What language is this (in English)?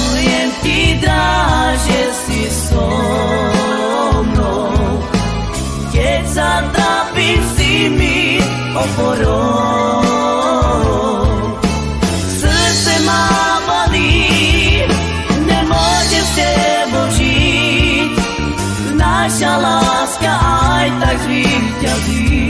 Slovak